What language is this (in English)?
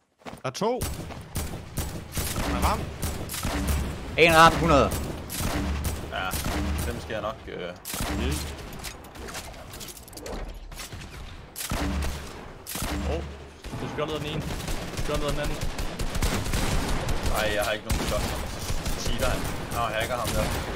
Danish